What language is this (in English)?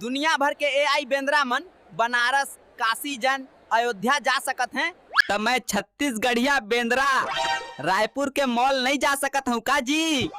Chhattisgarhi